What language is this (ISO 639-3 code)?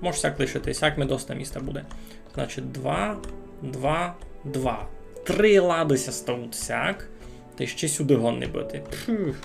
rue